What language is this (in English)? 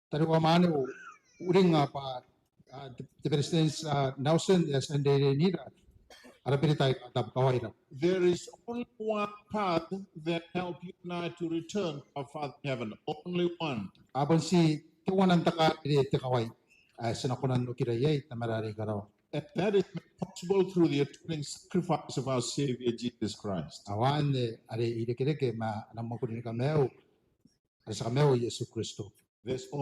Gilbertese